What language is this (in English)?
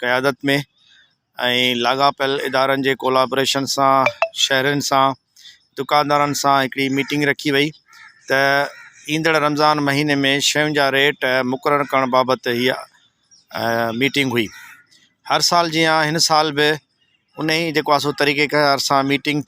Sindhi